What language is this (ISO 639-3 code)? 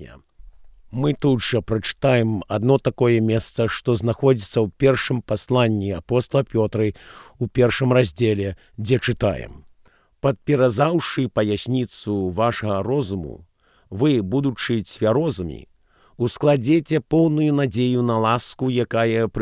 bel